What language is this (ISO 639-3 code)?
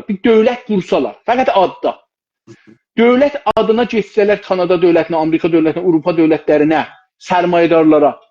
azb